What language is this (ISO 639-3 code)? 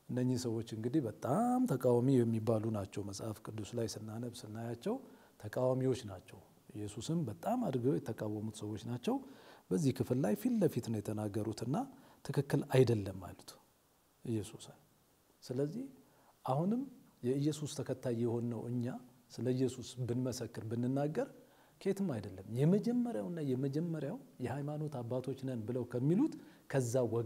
amh